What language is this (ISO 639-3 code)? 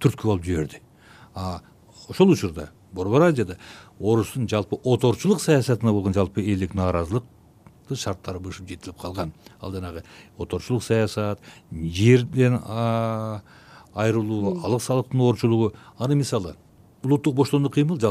kir